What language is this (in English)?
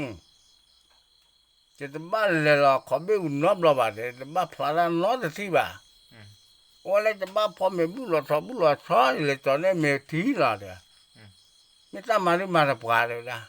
S'gaw Karen